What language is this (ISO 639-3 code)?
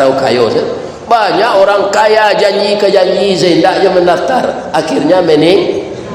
min